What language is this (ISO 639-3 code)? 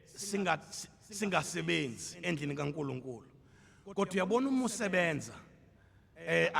zul